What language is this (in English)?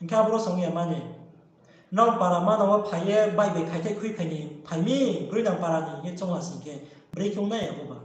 Riang (India)